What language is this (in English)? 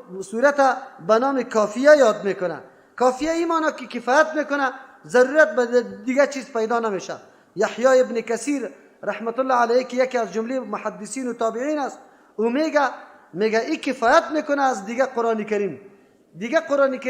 Persian